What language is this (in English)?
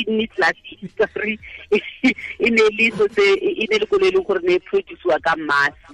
Tswana